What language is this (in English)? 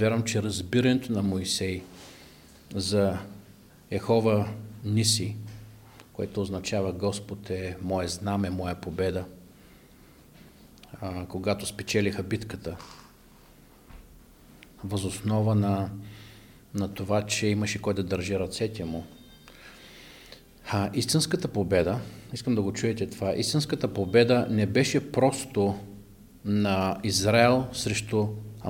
Bulgarian